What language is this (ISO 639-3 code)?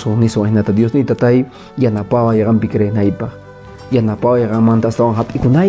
que